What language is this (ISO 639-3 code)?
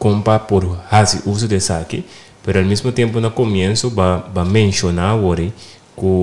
pap